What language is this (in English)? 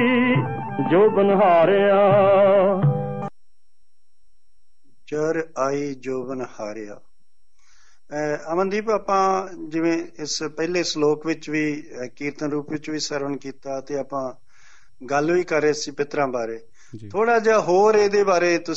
Punjabi